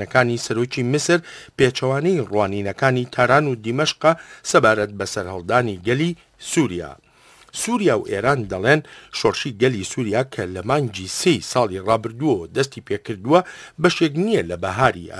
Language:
Central Kurdish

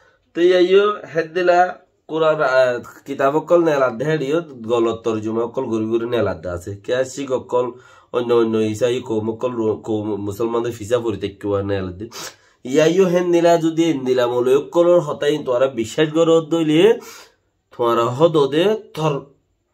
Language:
Rohingya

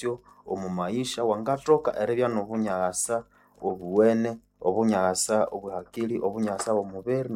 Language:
Nande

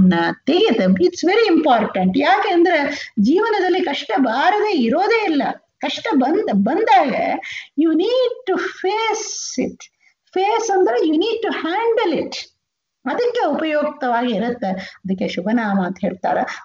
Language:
Kannada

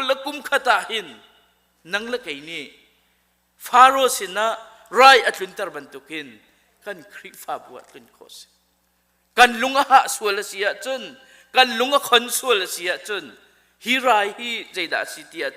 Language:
Hakha Chin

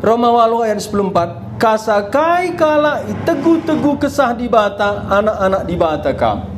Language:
Batak Karo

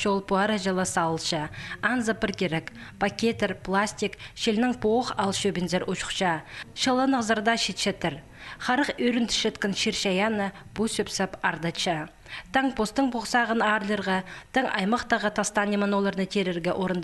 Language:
Khakas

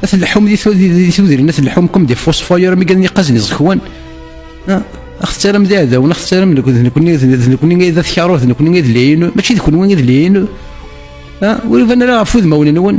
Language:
Kabyle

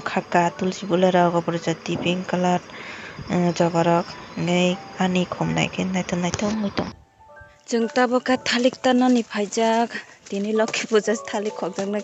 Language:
Kok Borok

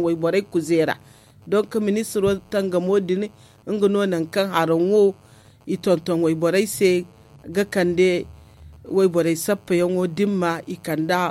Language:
Zarma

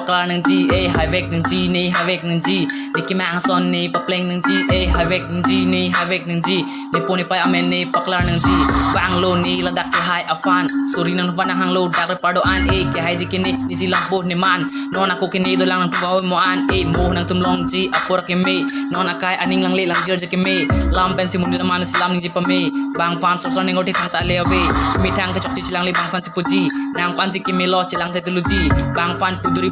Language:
Karbi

